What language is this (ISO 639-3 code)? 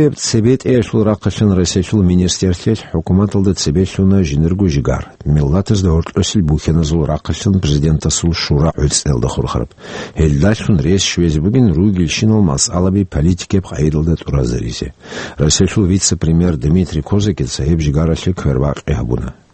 ava